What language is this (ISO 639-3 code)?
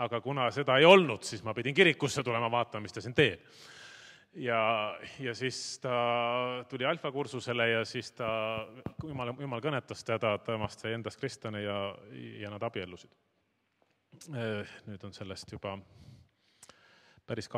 est